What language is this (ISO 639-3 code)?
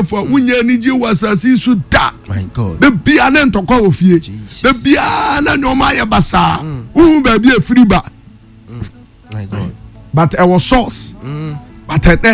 aka